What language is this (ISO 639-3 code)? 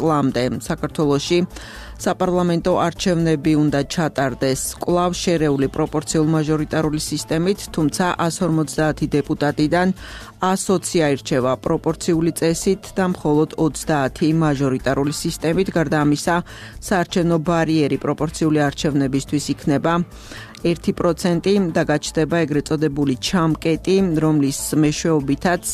kat